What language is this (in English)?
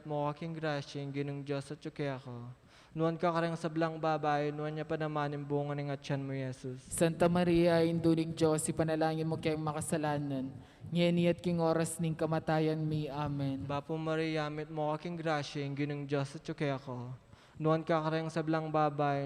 Pampanga